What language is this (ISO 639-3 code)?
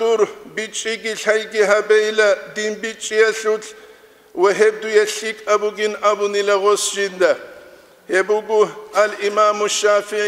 ava